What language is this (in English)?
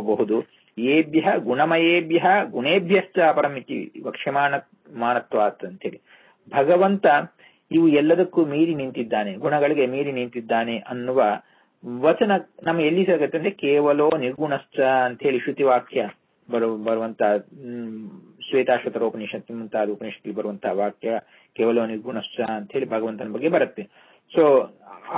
Kannada